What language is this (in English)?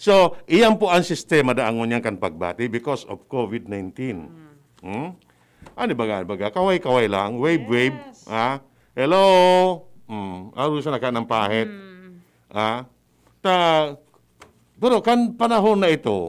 Bikol